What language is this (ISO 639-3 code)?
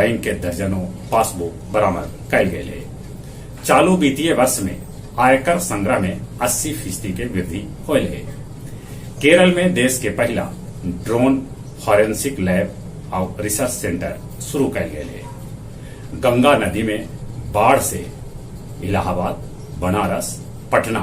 mag